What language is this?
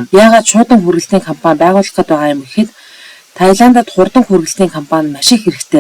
Mongolian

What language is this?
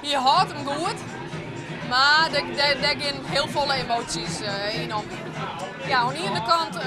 Western Frisian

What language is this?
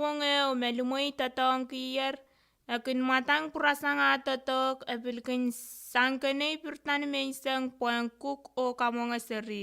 Pohnpeian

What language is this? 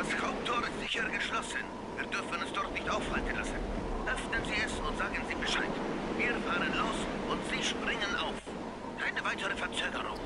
Bavarian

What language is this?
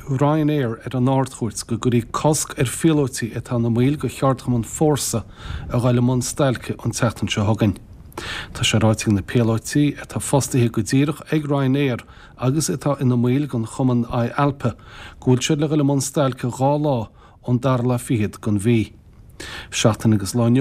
Irish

